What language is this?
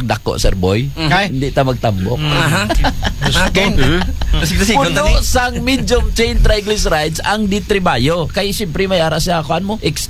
Aklanon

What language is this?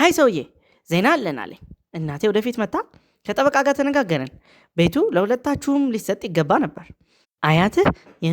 Amharic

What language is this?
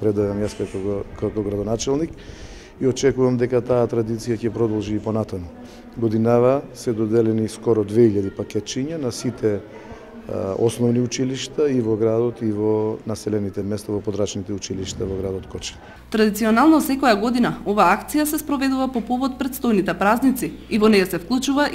Macedonian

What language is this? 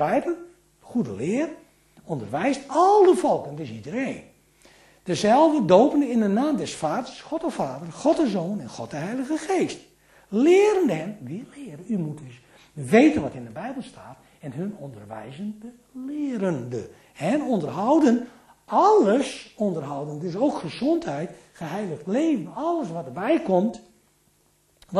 Dutch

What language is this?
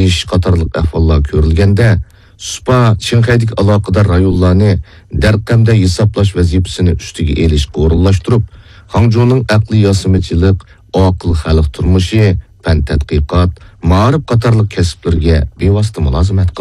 Uyghur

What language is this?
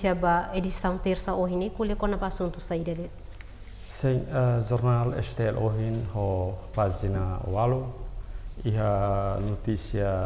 Tetum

